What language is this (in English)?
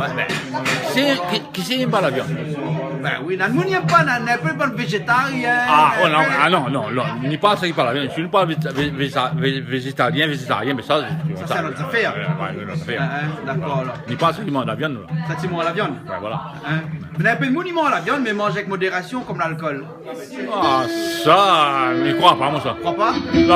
Réunion Creole French